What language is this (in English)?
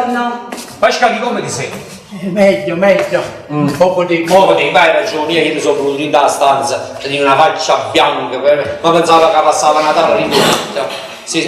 Neapolitan